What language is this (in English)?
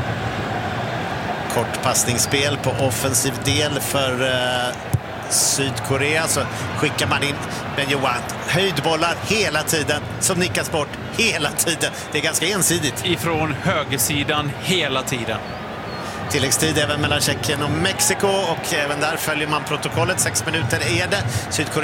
Swedish